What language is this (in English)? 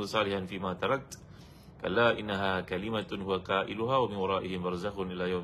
Malay